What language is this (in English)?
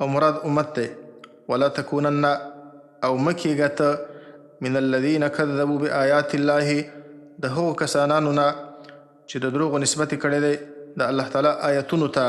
Pashto